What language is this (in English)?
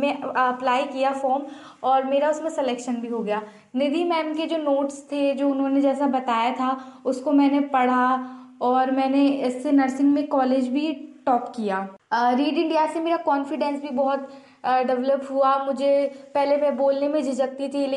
Hindi